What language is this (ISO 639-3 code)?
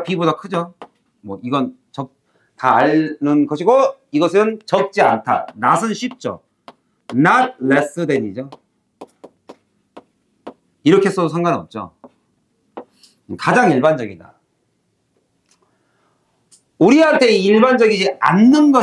kor